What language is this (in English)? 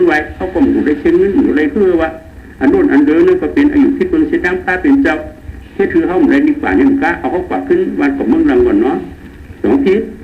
Shan